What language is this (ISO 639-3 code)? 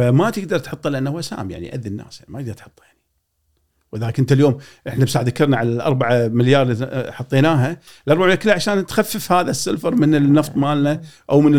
afb